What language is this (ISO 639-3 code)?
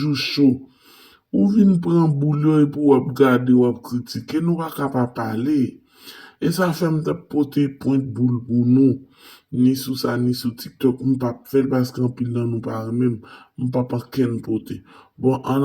hat